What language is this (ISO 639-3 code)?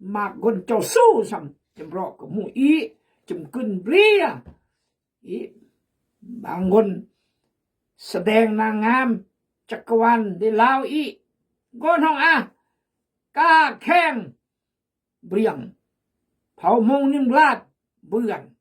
kjg